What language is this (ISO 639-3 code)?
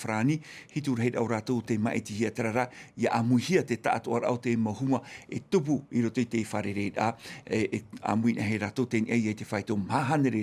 tah